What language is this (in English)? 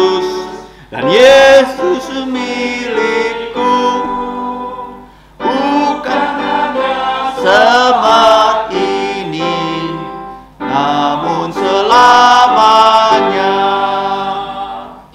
Indonesian